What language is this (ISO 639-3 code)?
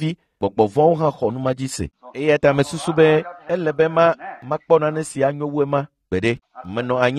ewe